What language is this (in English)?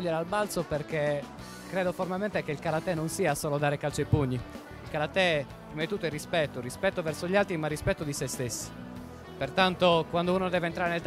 Italian